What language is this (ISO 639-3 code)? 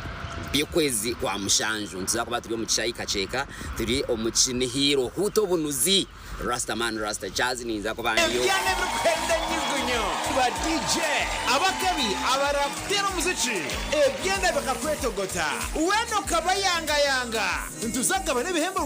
nyn